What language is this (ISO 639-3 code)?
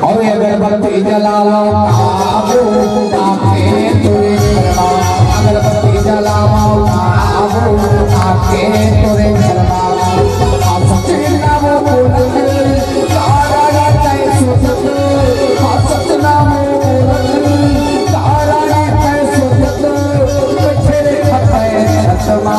hne